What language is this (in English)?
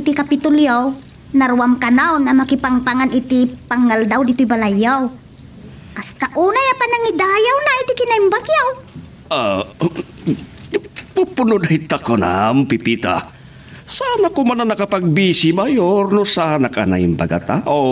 Iloko